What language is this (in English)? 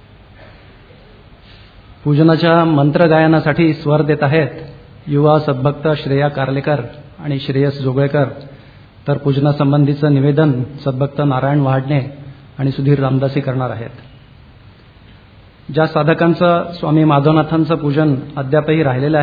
Marathi